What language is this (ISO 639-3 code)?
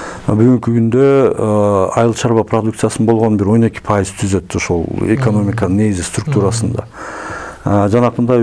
kir